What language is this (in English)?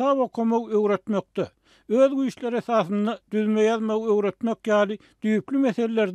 Turkmen